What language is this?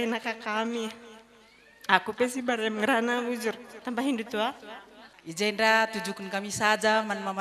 Batak Karo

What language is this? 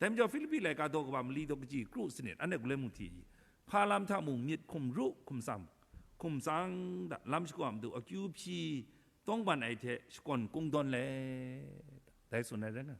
Kachin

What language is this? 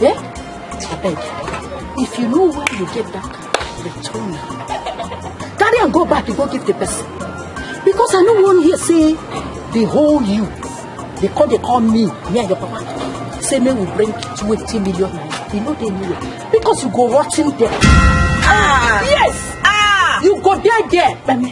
Nigerian Pidgin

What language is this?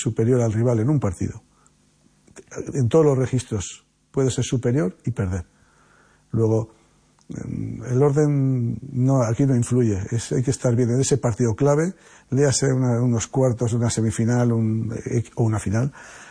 Spanish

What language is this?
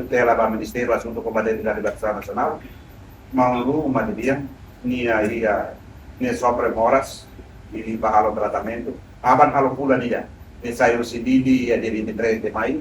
Tetum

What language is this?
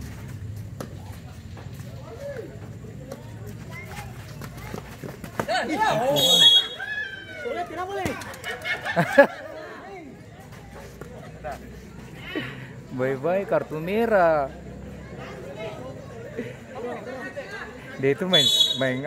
Ambonese Malay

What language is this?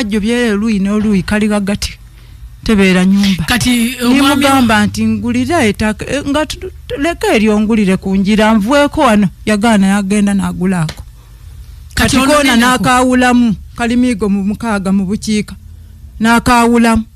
Ganda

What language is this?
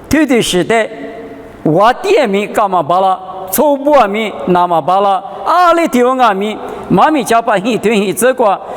Lisu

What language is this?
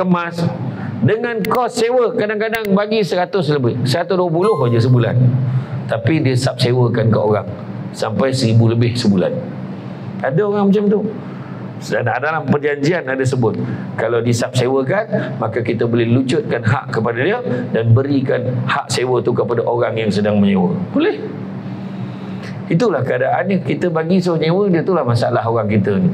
Malay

